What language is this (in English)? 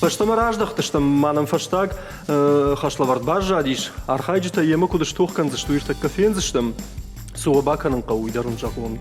Ossetic